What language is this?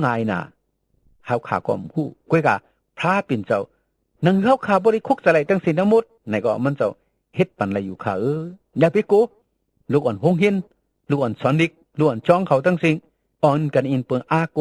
Shan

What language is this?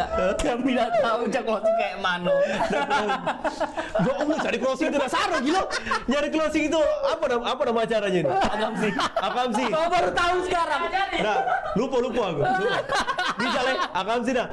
Musi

